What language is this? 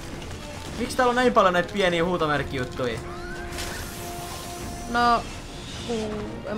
Finnish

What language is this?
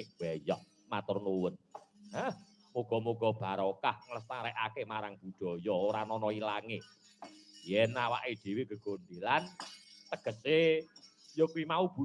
Javanese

